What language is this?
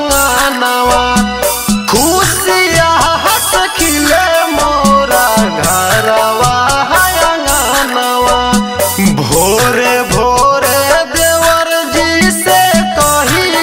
Bhojpuri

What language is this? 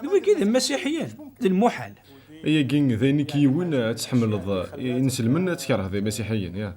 Kabyle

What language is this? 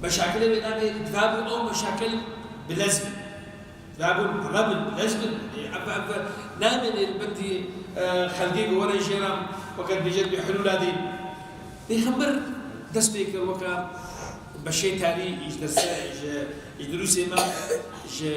Kurdish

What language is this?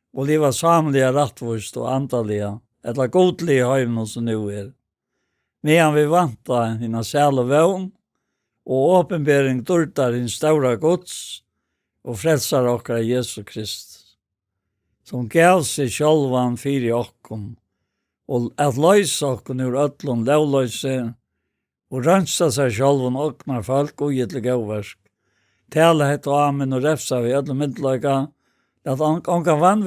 Faroese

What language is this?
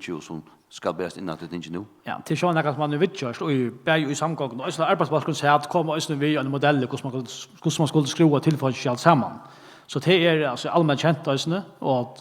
Faroese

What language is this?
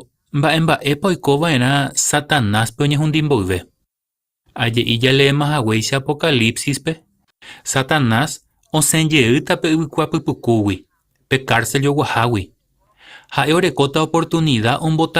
Guarani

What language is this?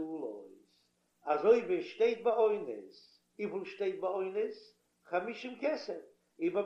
Yiddish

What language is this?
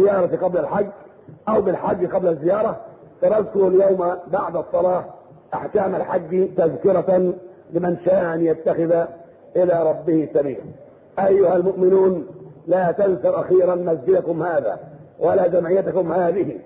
Arabic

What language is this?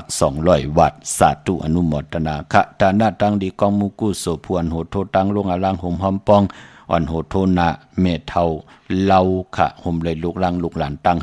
Shan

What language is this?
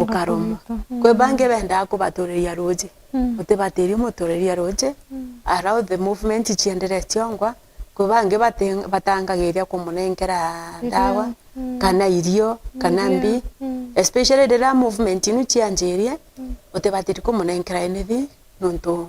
Meru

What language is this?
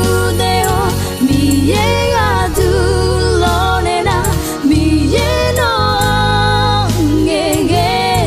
Akha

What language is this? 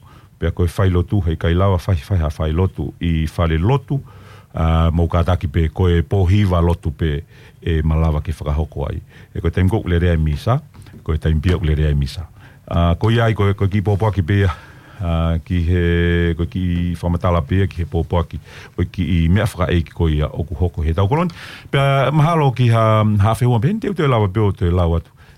Tongan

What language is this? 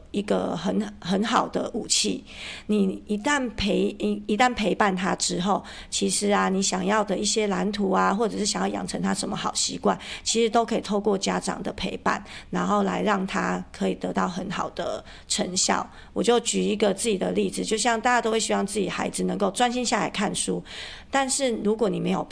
Chinese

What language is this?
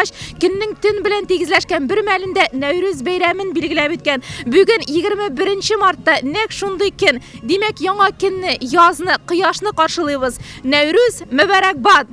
Tatar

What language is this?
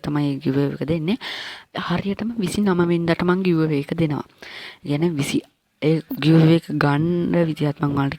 Sinhala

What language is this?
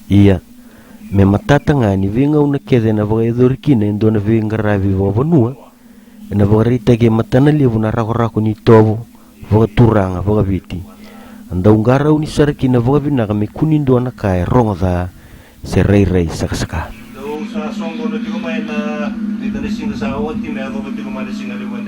Fijian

